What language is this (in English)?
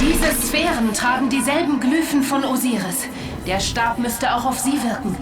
Bavarian